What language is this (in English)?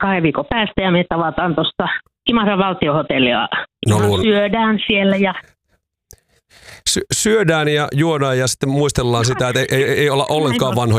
Finnish